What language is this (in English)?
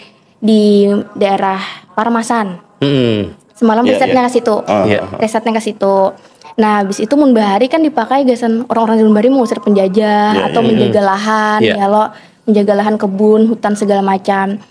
Banjar